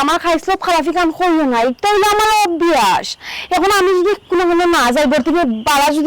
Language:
Sylheti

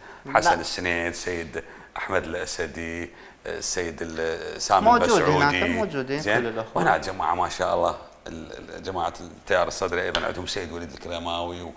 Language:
Mesopotamian Arabic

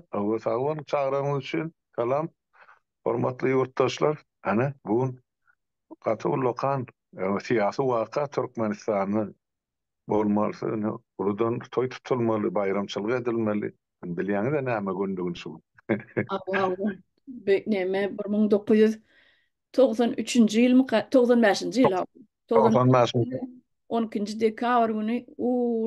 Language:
Turkmen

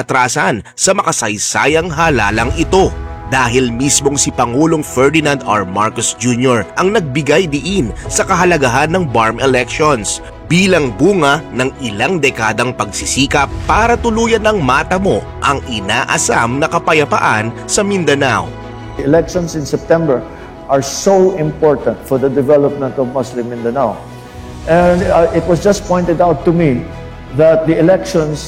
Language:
Filipino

